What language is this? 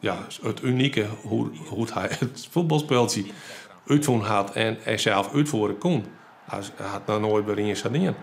Western Frisian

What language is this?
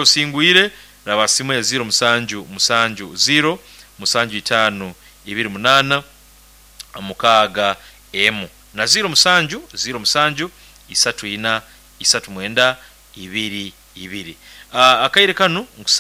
Nyoro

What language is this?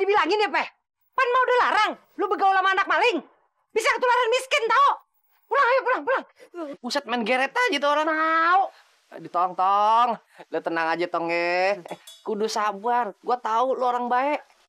Betawi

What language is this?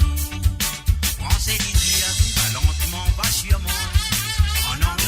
Morisyen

